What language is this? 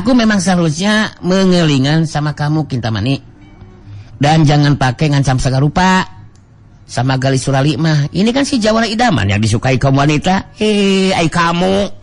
Sundanese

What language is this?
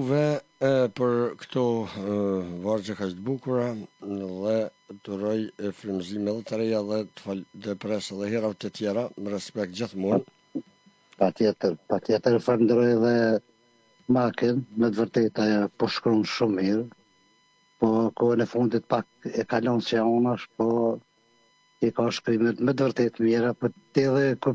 Albanian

